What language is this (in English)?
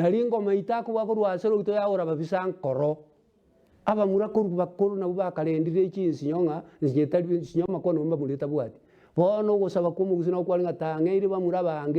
Gusii